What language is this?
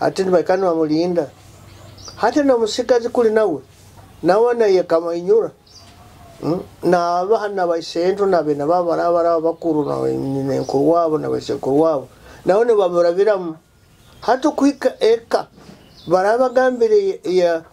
Nyoro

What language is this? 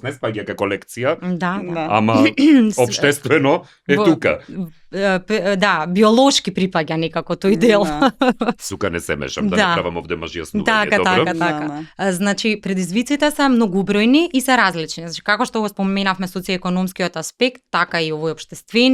Macedonian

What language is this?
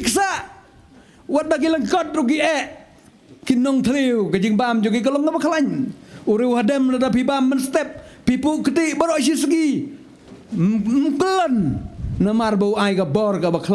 Khasi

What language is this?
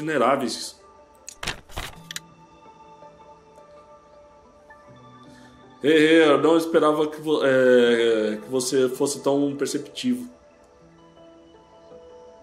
Portuguese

